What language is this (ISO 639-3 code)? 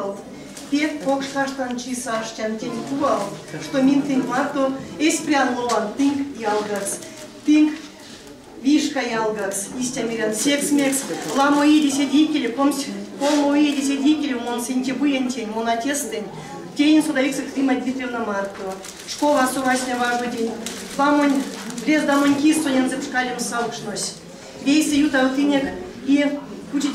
myv